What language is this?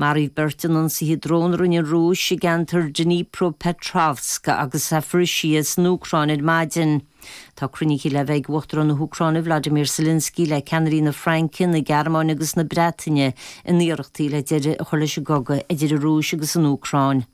Irish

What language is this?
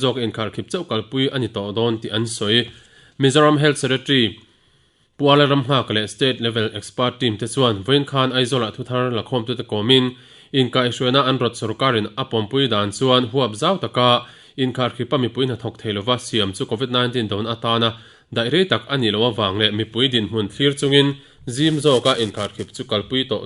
Mizo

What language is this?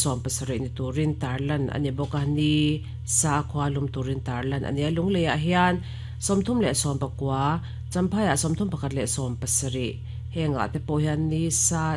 Mizo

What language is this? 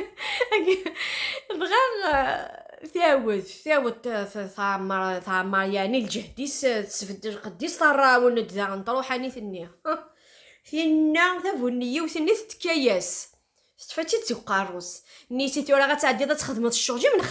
Kabyle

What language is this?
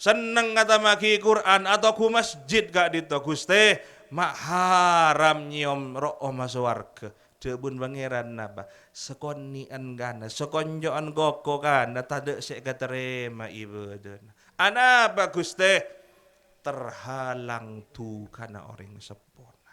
Madurese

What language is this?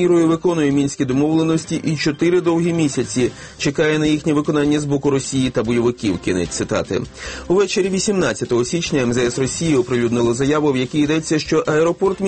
Ukrainian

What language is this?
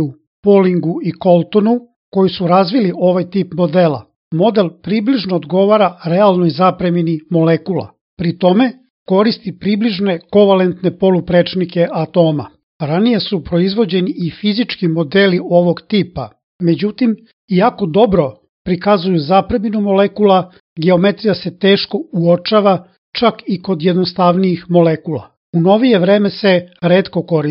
Serbian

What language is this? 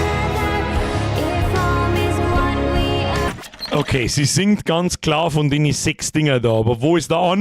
Bavarian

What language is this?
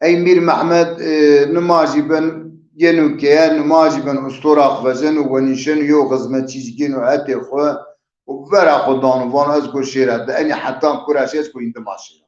Zaza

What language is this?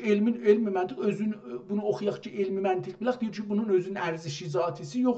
South Azerbaijani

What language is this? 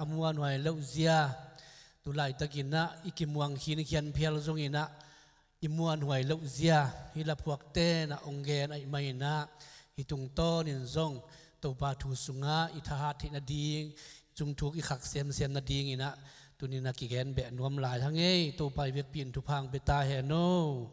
Tedim Chin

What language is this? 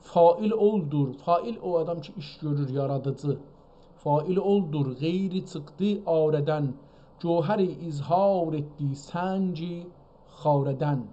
South Azerbaijani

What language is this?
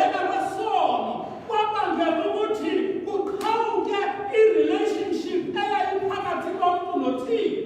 Xhosa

